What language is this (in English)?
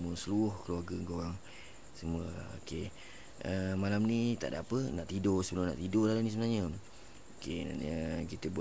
Malay